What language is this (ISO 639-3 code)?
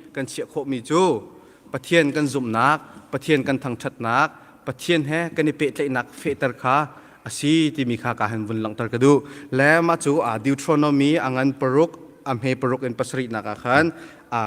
cnh